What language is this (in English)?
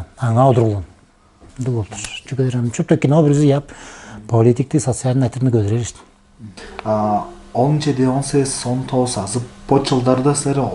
Tuvinian